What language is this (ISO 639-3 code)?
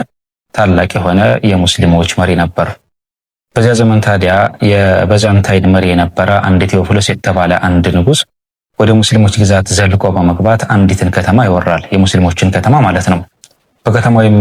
amh